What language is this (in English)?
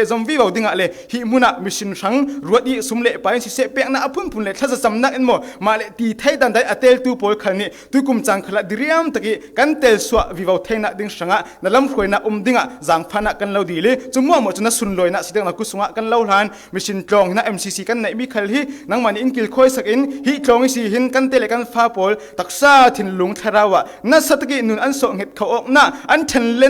Falam Chin